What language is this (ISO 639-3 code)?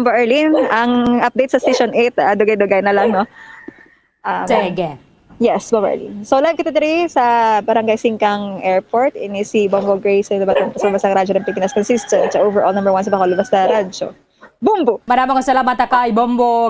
hil